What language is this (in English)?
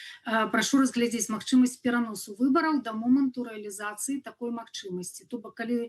Belarusian